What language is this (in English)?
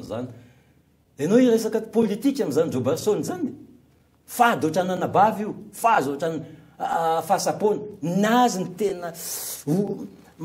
Malagasy